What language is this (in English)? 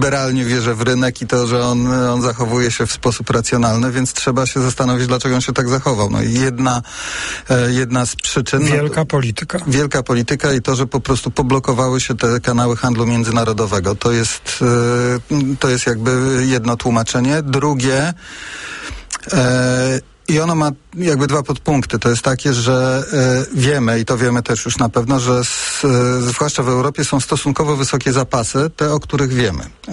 Polish